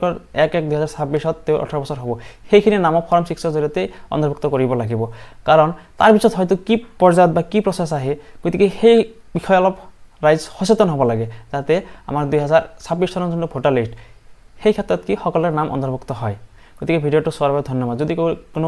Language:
Assamese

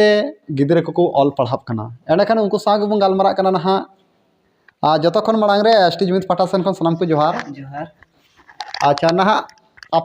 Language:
Santali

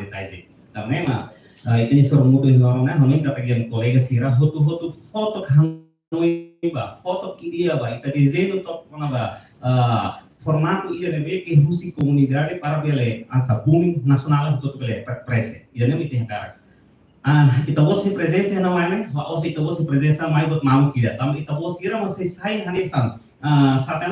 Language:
Tetum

